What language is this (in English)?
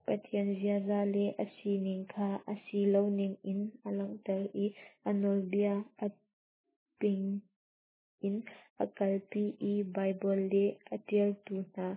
Hakha Chin